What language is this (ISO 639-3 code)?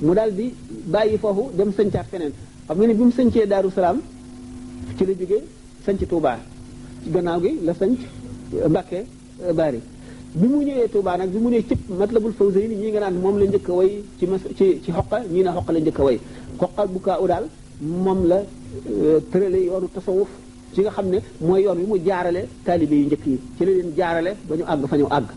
wol